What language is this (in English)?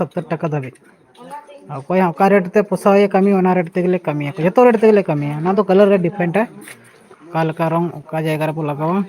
Santali